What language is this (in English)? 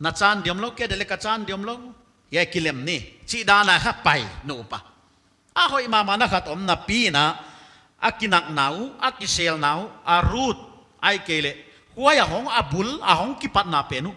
Paite Chin